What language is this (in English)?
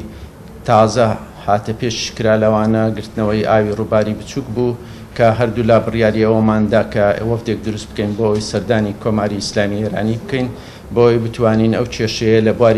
Central Kurdish